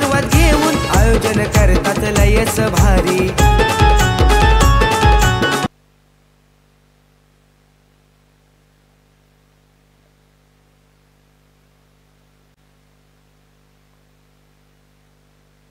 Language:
Marathi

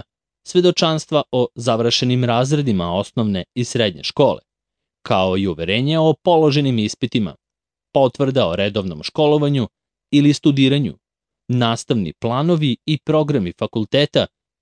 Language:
Serbian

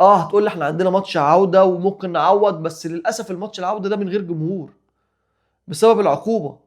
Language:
Egyptian Arabic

